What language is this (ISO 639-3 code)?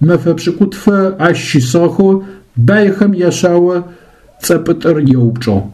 ady